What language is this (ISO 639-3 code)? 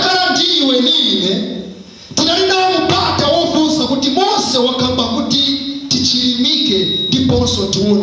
nya